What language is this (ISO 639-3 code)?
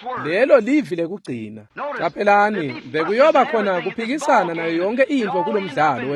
ssw